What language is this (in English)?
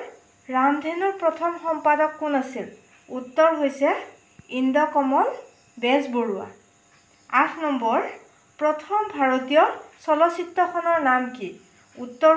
Assamese